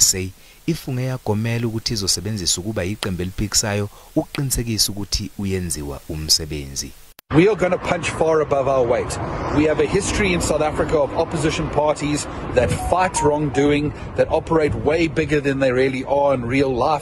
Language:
Zulu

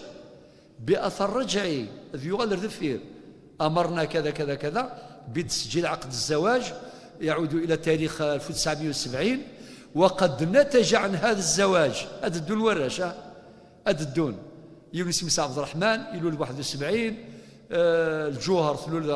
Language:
Kabyle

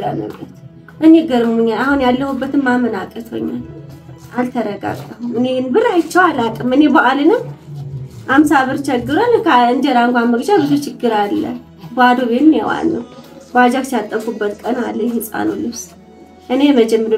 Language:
Amharic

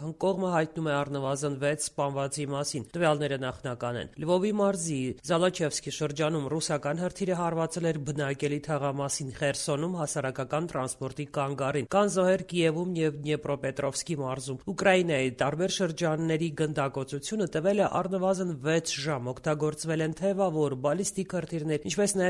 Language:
Armenian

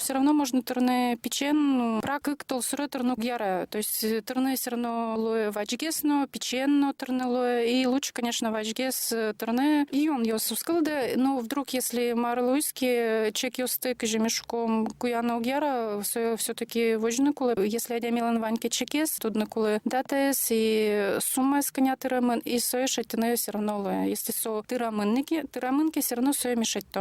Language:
Udmurt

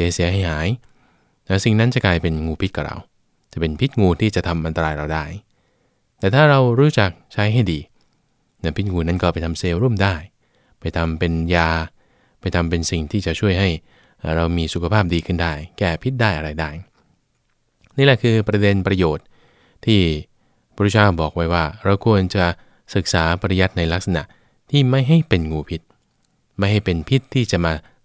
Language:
Thai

